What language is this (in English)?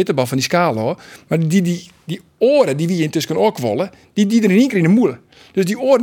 Western Frisian